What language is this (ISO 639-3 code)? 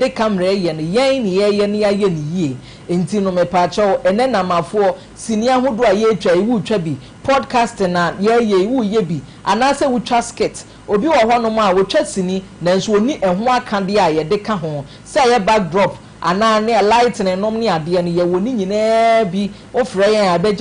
aka